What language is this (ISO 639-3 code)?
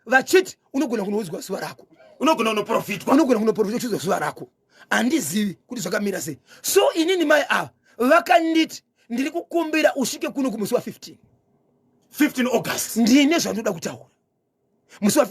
sna